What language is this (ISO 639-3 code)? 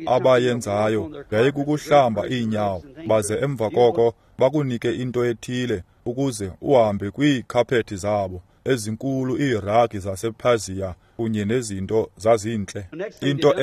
xho